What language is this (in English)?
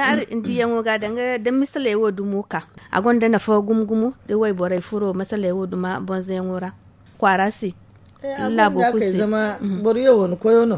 Zarma